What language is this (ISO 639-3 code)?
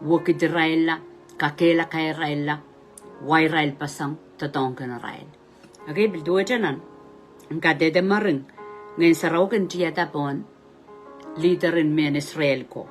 pon